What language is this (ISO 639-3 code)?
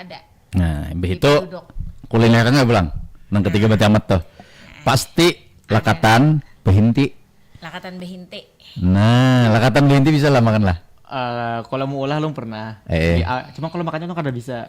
bjn